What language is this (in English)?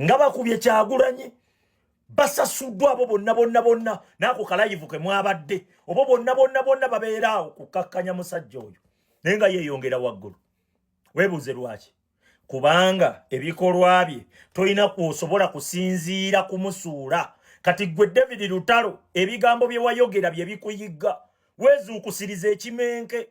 Ganda